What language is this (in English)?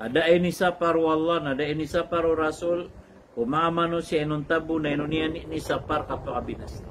Maranao